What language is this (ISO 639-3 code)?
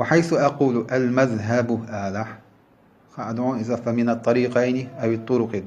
che